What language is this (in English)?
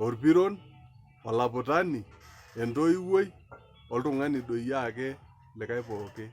Masai